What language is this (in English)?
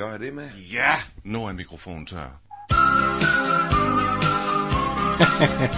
Danish